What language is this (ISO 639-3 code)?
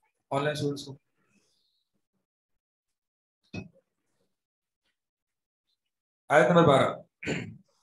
urd